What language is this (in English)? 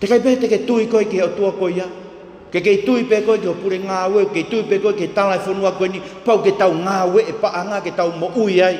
Tongan